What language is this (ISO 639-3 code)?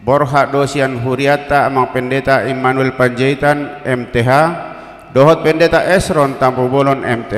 bbc